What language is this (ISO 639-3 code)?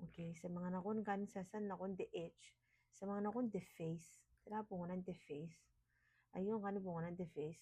gil